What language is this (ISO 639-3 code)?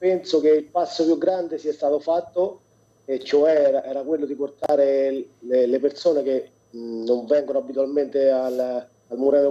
ita